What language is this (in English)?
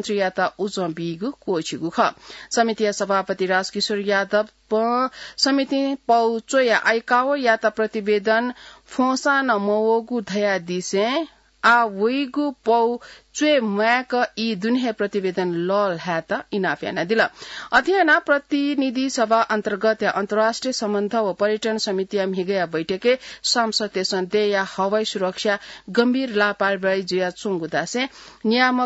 Newari